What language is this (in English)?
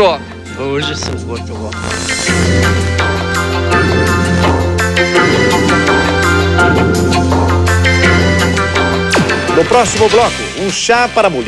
Portuguese